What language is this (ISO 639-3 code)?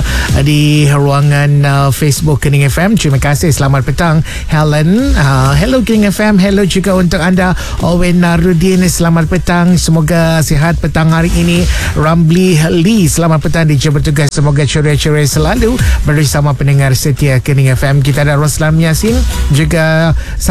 msa